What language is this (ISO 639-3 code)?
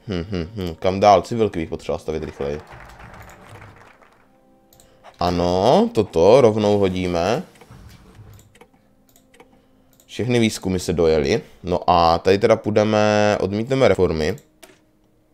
ces